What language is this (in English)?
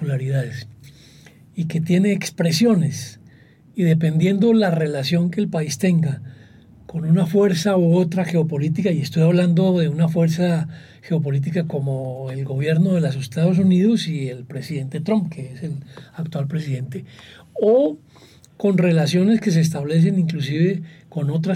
Spanish